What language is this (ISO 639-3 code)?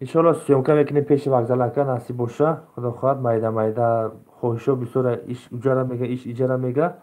tgk